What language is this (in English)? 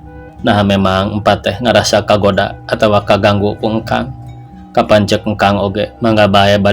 Sundanese